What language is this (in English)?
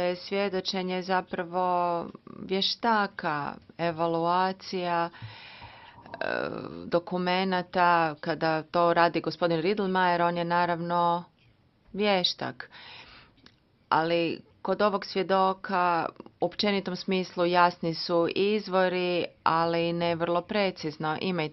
Croatian